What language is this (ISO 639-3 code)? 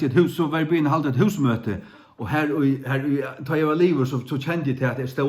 fao